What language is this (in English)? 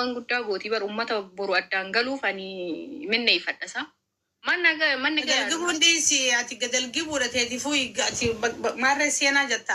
Oromo